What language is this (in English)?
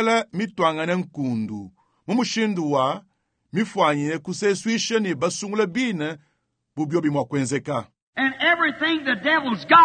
Luba-Lulua